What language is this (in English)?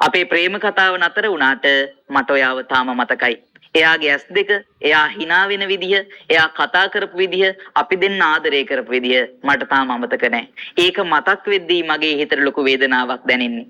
Sinhala